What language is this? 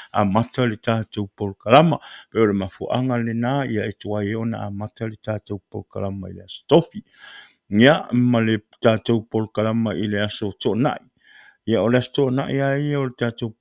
Samoan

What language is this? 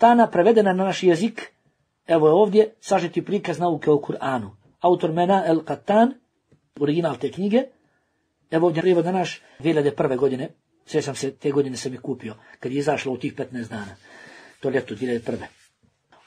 Bosnian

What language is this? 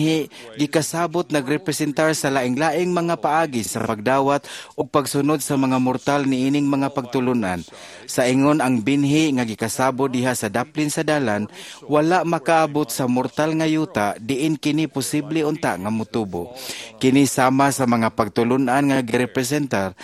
Cebuano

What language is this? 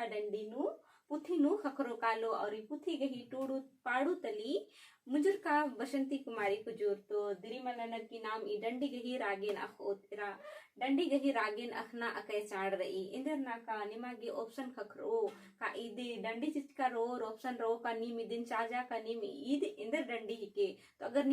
Kurukh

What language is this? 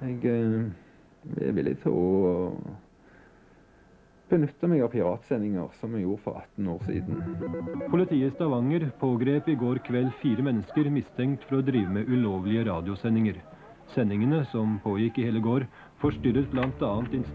Norwegian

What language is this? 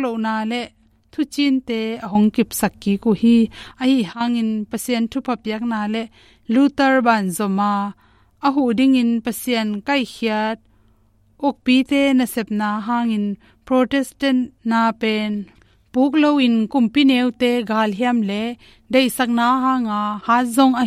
Tedim Chin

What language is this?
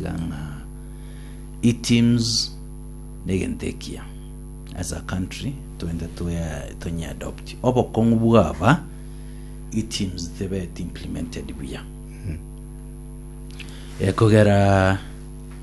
Gusii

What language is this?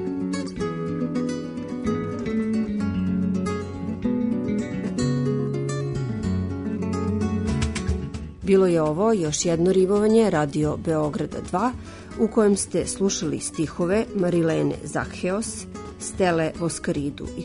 Serbian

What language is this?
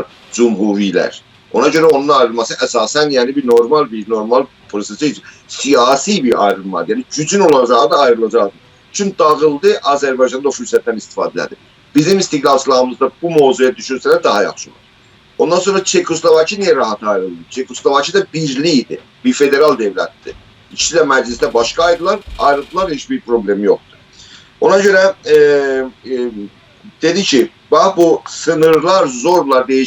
South Azerbaijani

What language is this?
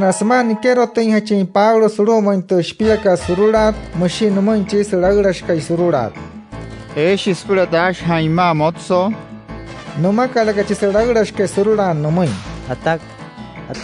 Wayuu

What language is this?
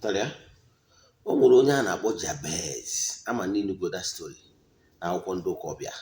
Igbo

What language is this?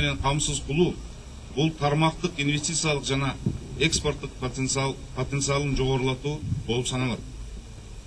Kyrgyz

